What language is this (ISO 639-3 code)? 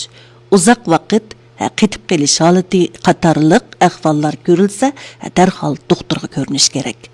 uig